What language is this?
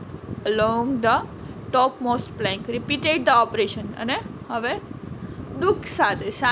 Gujarati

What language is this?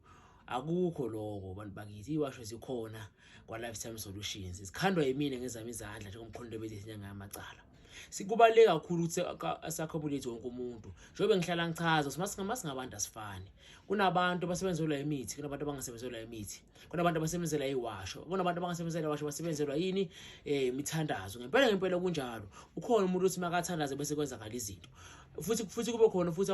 Zulu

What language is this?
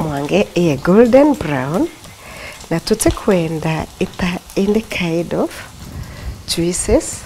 Meru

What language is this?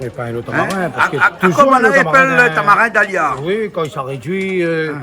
Réunion Creole French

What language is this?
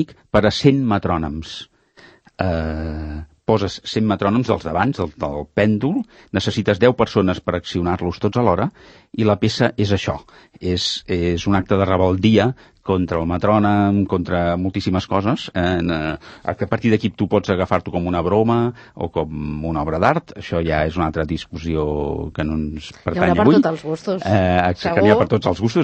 Catalan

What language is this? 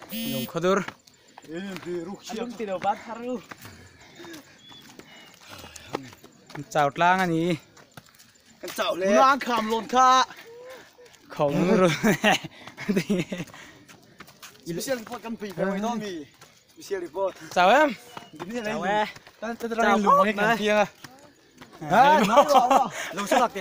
Vietnamese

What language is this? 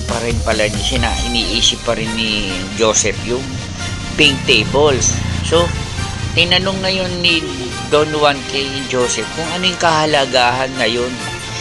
Filipino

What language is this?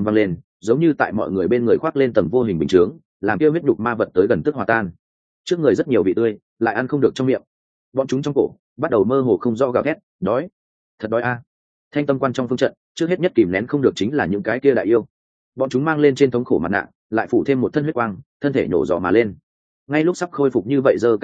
Vietnamese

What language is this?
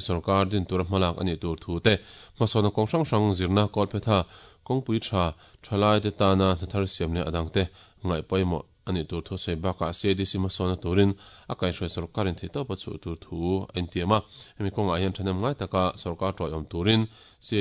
Mizo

